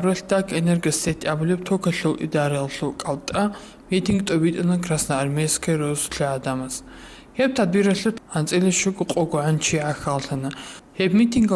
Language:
Avaric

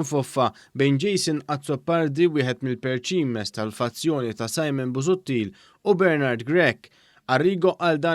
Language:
Maltese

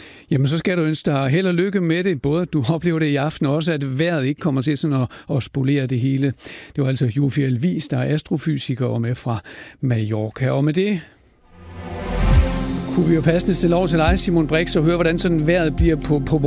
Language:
Danish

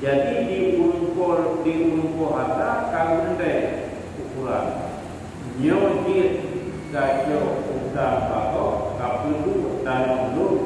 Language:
Achinese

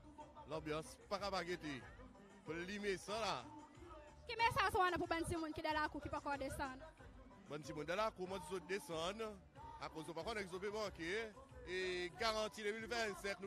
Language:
Seselwa Creole French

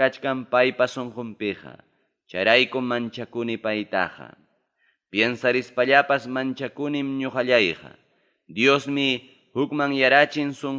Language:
Ayacucho Quechua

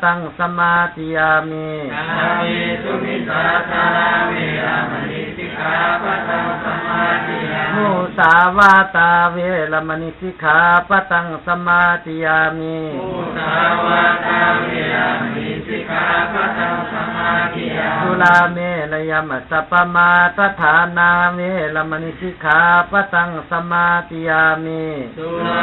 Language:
Pali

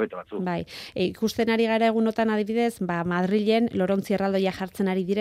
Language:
Basque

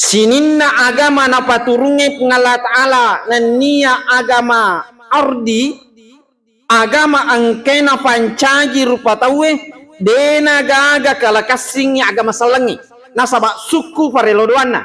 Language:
Buginese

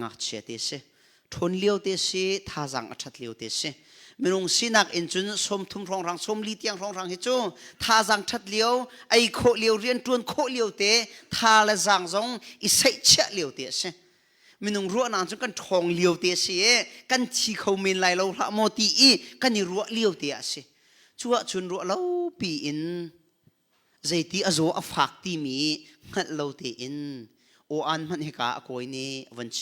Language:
Hakha Chin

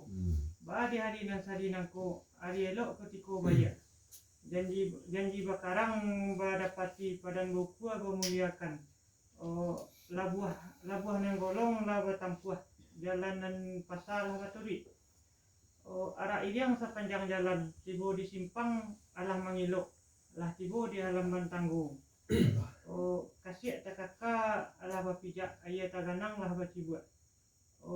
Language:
Minangkabau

